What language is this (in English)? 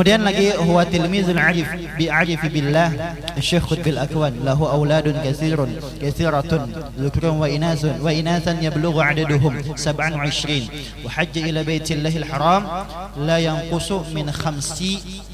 Banjar